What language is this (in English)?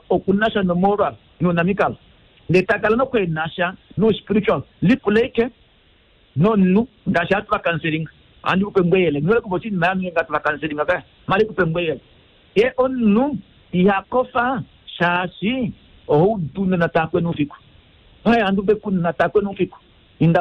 Kuanyama